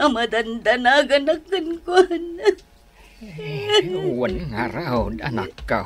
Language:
Iloko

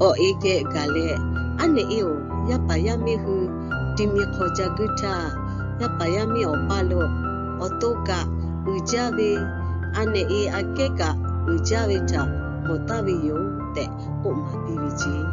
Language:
Lahu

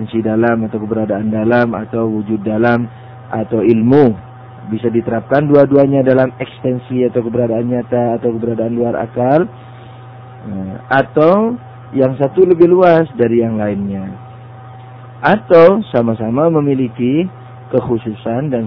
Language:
Indonesian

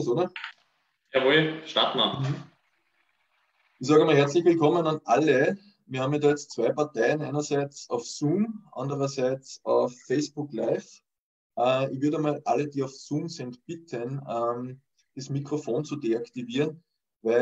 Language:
German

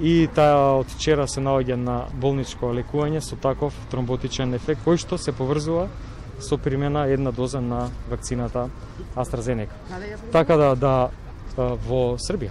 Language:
Macedonian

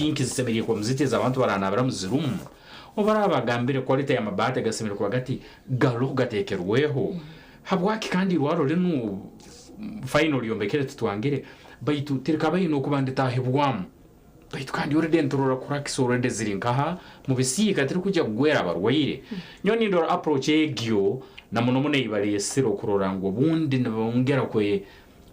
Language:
Nyankole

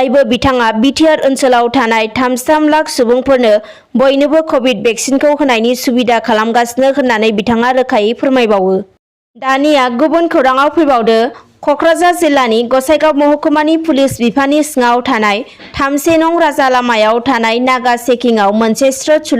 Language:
Bodo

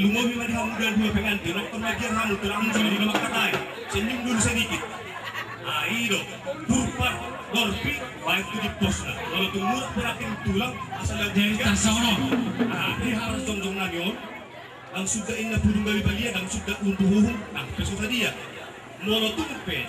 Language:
Batak Toba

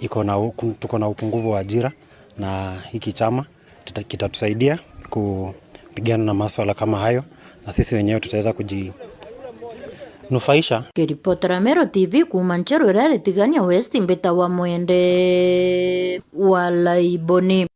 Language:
Meru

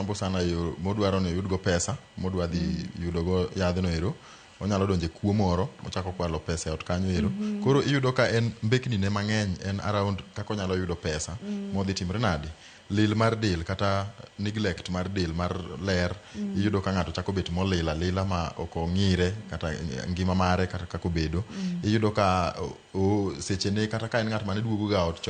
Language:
Luo (Kenya and Tanzania)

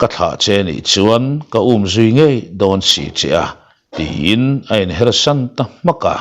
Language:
Mizo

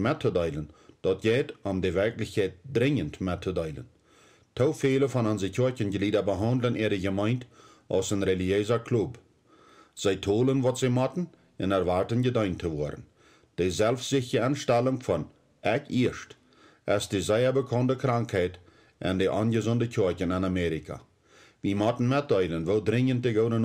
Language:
Plautdietsch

